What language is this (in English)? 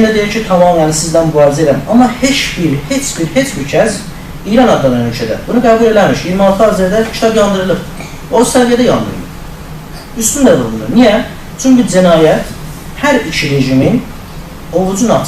South Azerbaijani